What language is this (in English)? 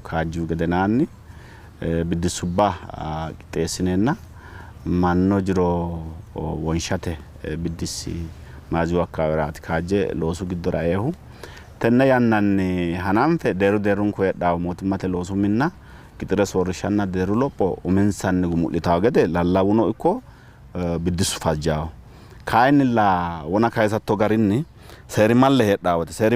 Sidamo